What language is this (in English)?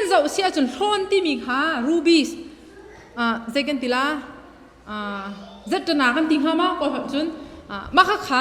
Hakha Chin